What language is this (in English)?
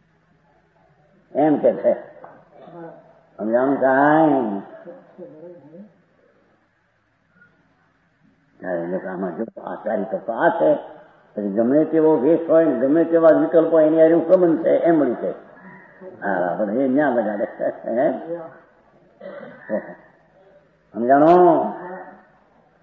Gujarati